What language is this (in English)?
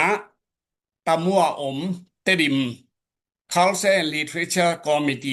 Tedim Chin